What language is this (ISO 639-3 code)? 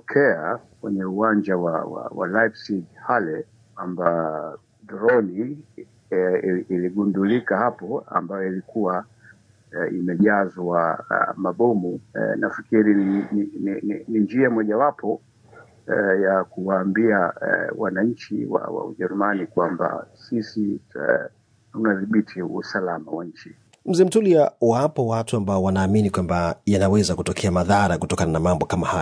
swa